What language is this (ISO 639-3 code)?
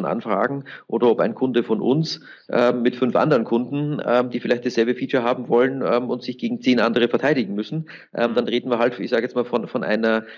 deu